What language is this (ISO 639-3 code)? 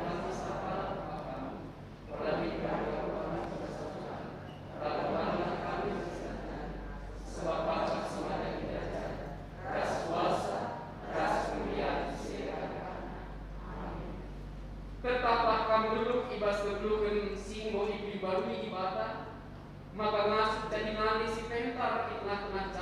btx